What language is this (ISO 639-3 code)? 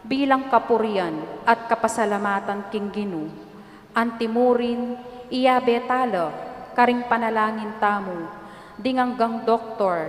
pam